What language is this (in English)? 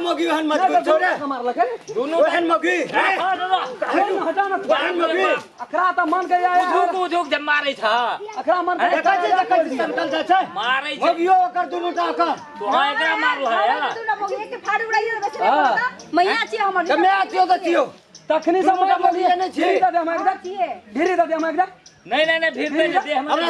Maithili